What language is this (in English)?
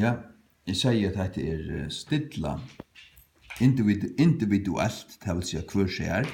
Faroese